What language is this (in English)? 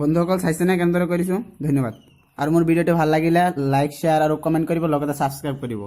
Assamese